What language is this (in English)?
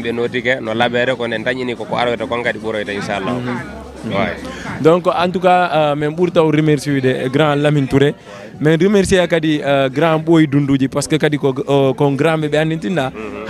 Fula